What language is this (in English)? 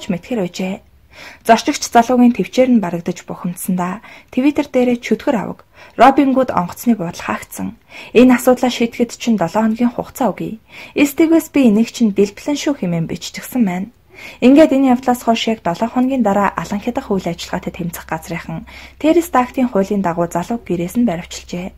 Mongolian